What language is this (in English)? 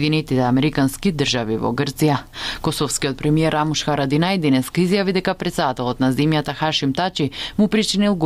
Macedonian